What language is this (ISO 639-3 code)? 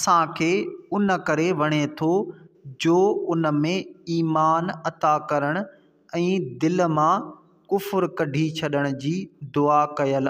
snd